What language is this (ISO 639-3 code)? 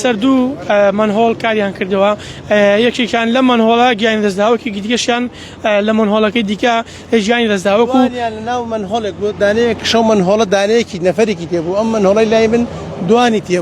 ckb